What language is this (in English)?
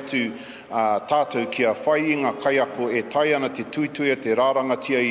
Māori